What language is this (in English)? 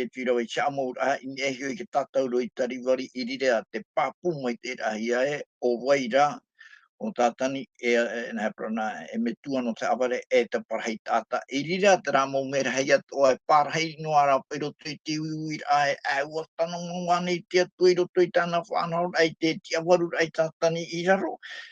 Tahitian